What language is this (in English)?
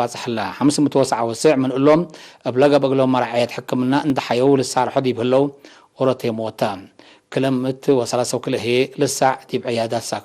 Tigre